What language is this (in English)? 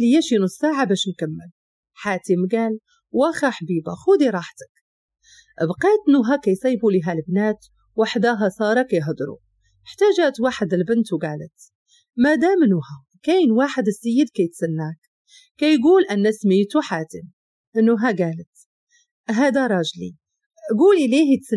Moroccan Arabic